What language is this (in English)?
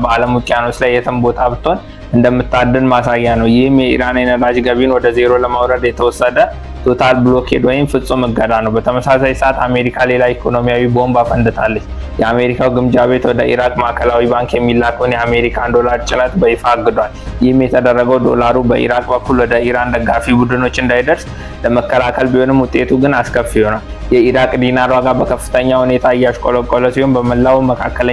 Amharic